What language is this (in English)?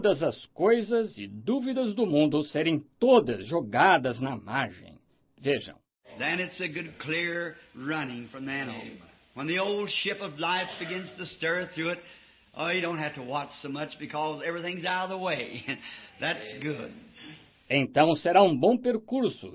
Portuguese